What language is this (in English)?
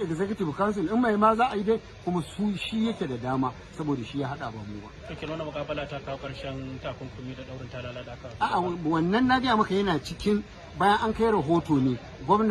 Hausa